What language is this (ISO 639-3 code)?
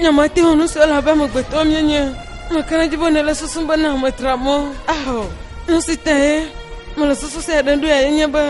ewe